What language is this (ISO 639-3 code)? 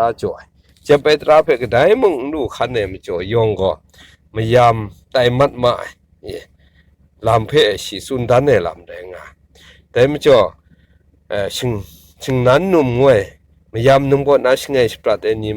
kac